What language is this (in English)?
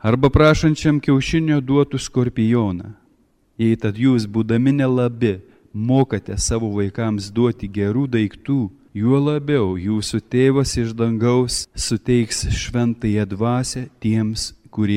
Lithuanian